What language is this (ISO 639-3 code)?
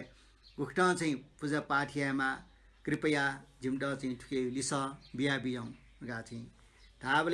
new